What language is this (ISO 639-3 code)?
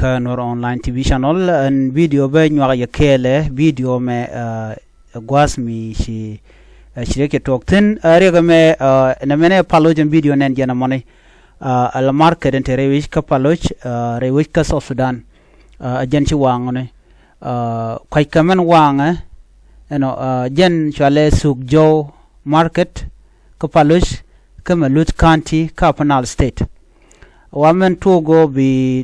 nus